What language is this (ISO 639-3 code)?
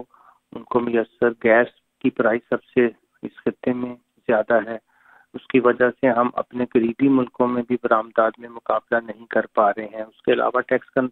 urd